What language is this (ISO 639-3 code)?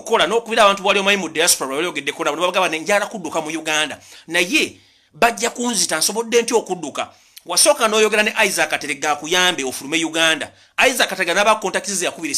lug